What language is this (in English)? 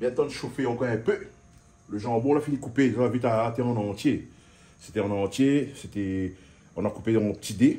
Réunion Creole French